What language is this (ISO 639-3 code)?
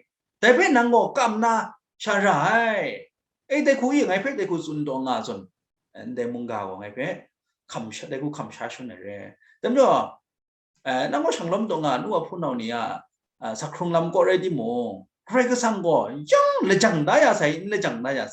kac